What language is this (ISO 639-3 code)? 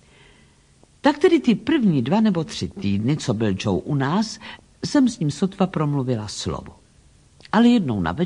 ces